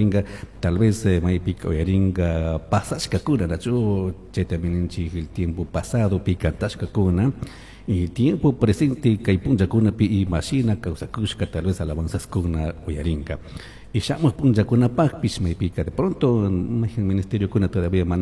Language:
Chimborazo Highland Quichua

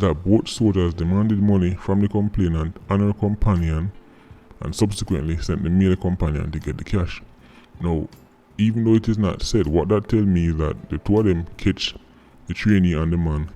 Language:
Jamaican Creole English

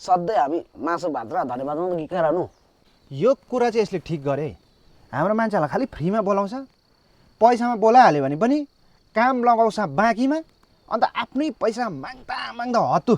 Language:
Nepali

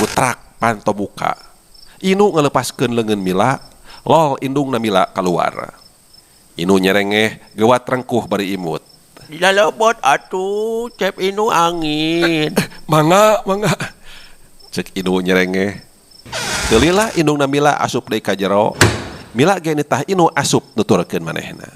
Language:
Sundanese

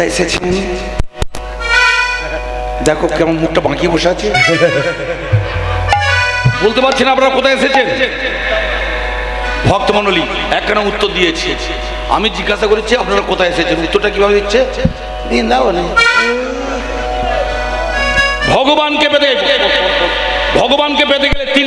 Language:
Bangla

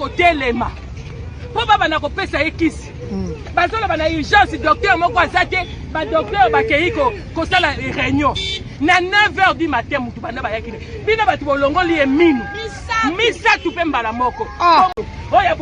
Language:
Lingala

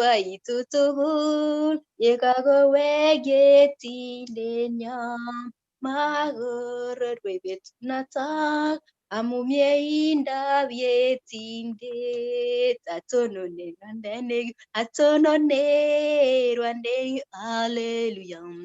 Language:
Kalenjin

